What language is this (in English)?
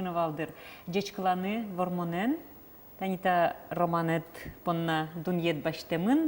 Udmurt